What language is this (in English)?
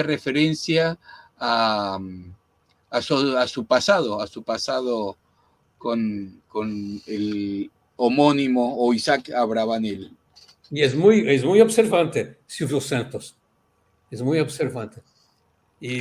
Ladino